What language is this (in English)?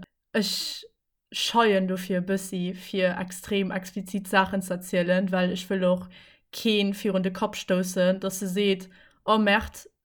Luxembourgish